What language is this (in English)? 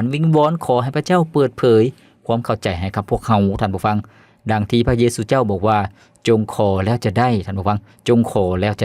Lao